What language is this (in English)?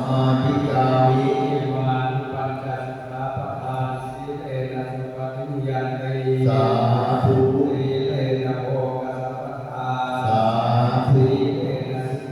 Pali